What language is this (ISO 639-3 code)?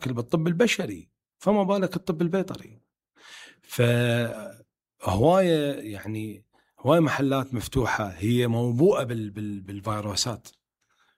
acm